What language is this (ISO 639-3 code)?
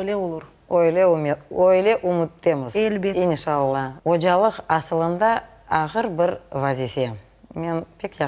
crh